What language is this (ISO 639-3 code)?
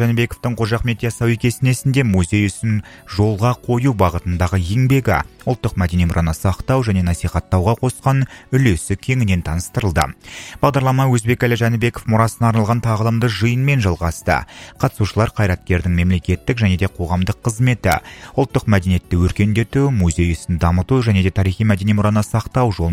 kaz